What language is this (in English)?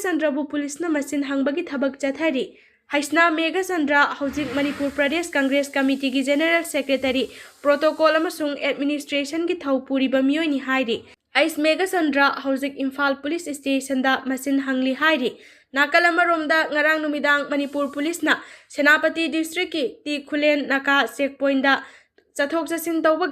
Manipuri